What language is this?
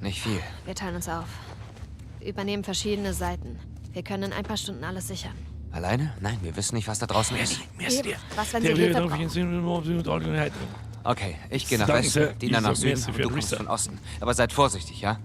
Bavarian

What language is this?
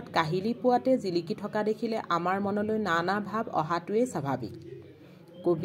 Assamese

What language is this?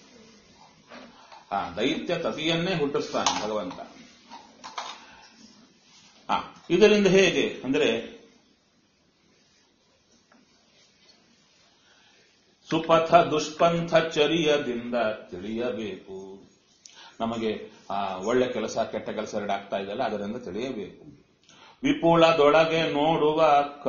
Kannada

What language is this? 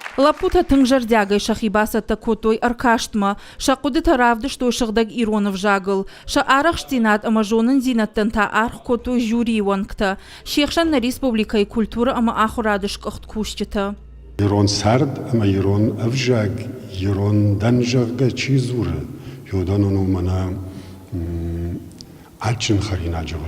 Ossetic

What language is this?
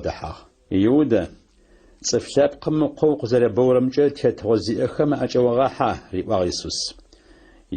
Adyghe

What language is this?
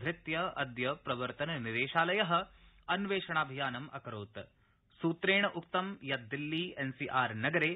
Sanskrit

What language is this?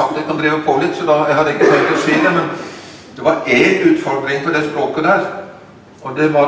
Norwegian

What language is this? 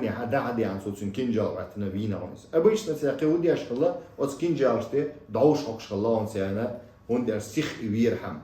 Chechen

